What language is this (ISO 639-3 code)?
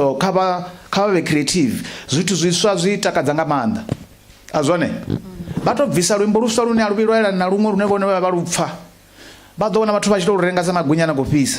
ven